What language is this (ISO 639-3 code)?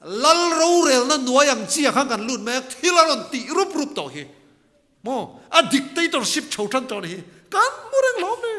lus